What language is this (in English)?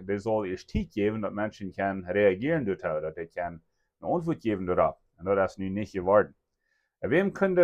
Plautdietsch